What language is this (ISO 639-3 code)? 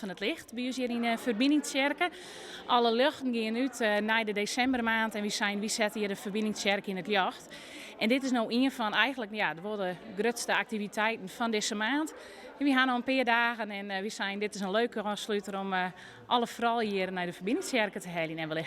fry